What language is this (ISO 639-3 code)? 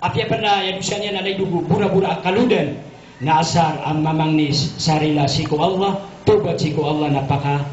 mrw